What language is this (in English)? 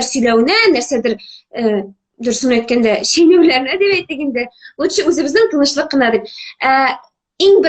Tatar